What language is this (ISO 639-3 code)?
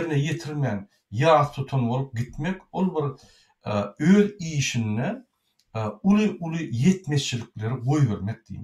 tuk